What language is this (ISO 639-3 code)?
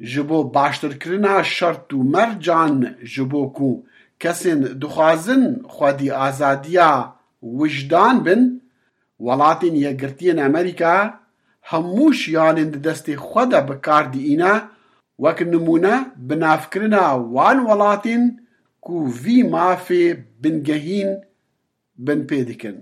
kur